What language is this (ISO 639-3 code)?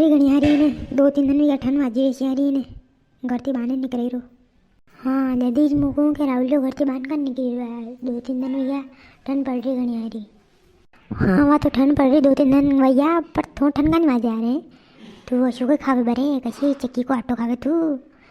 raj